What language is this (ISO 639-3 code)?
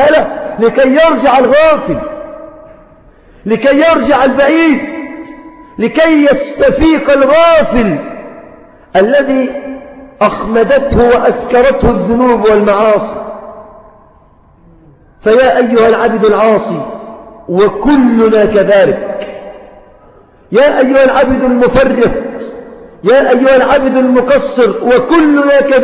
ara